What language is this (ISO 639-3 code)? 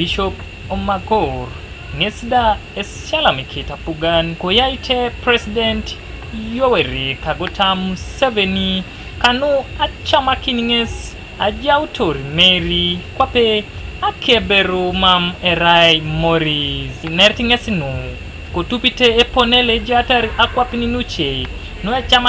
teo